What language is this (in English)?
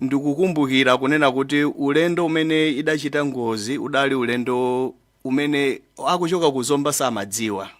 Nyanja